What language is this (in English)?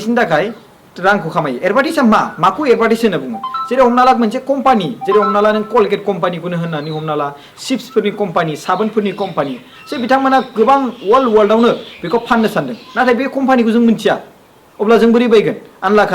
Bodo